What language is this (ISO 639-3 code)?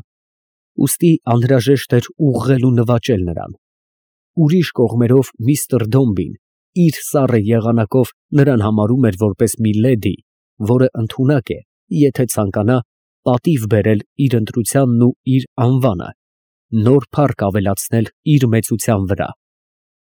hye